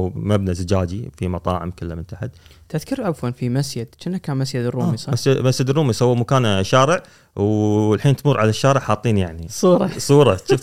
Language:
Gulf Arabic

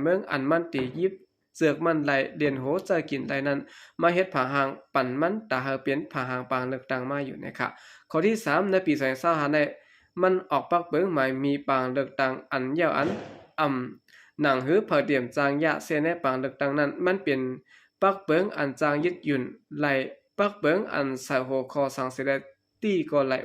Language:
Shan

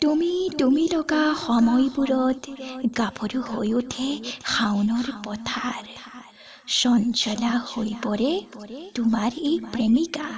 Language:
Assamese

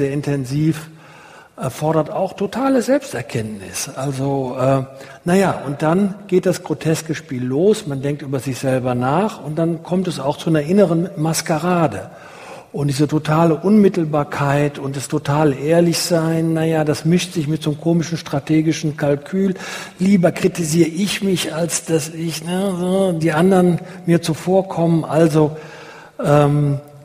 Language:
German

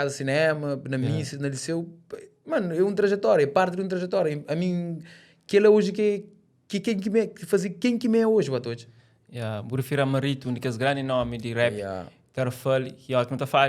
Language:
Kabuverdianu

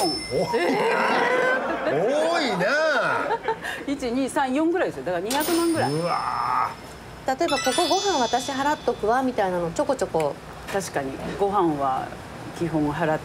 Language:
Japanese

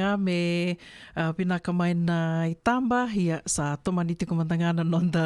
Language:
Fijian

